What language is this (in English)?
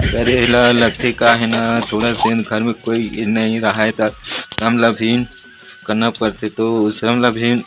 Chhattisgarhi